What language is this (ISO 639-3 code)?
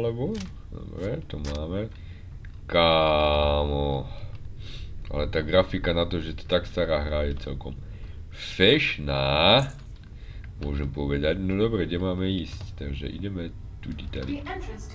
slk